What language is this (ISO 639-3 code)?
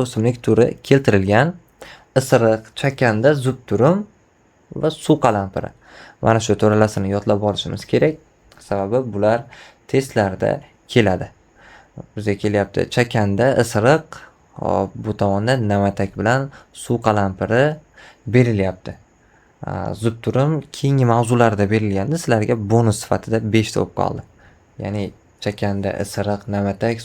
uzb